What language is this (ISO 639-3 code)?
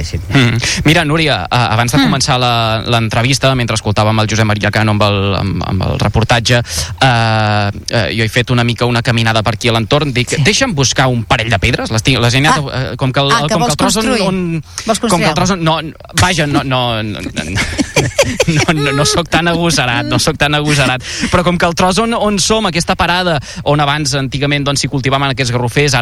cat